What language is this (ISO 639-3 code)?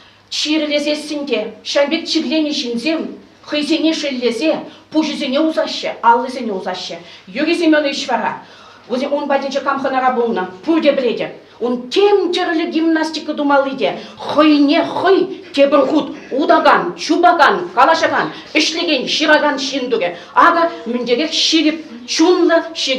chv